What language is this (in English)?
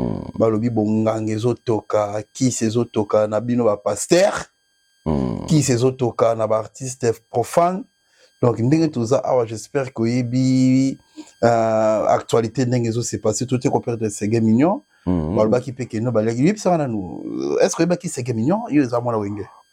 Lingala